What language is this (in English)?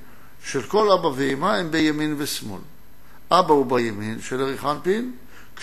Hebrew